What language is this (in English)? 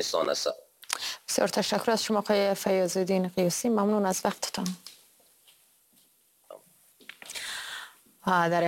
Persian